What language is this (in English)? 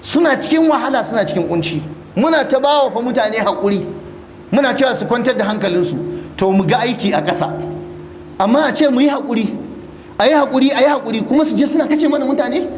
Hausa